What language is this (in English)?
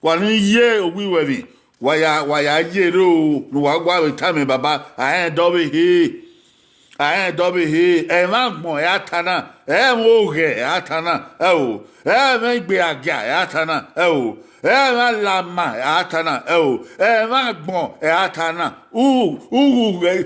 Bini